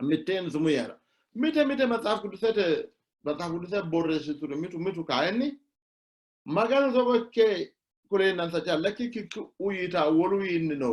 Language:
Sidamo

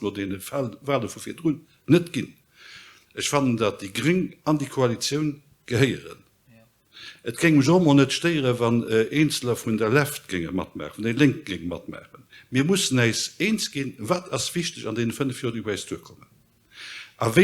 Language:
Luxembourgish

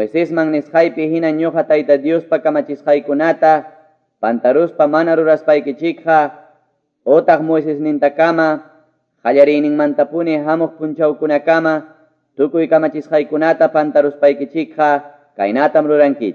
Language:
Quechua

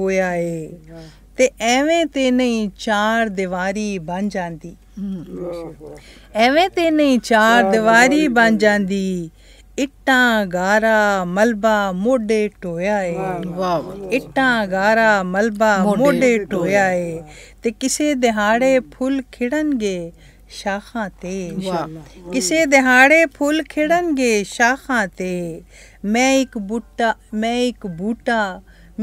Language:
Punjabi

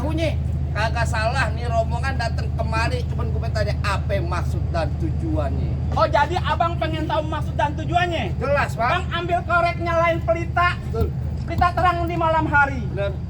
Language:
Betawi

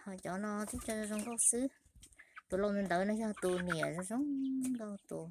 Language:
Hmong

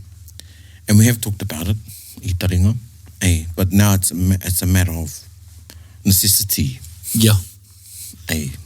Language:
Māori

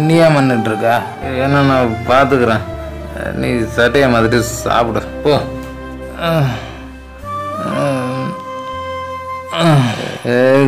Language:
Tamil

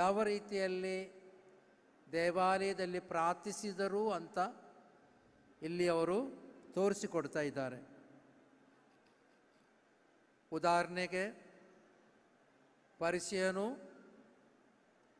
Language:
Kannada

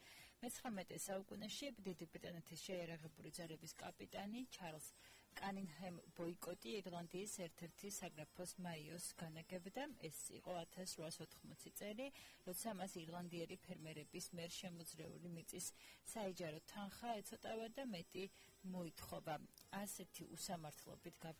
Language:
Georgian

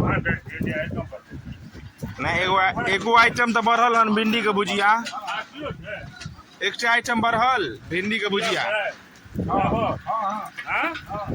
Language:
Maithili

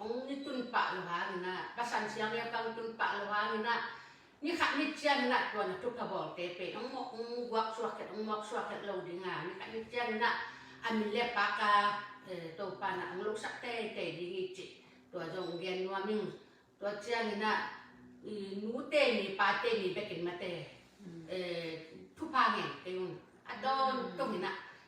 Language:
Tedim Chin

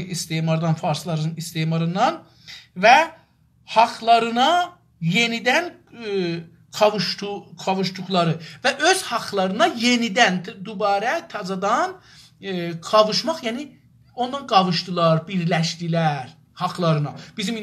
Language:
South Azerbaijani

